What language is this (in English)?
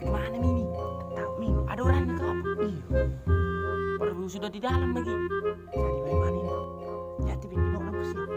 Makassar Malay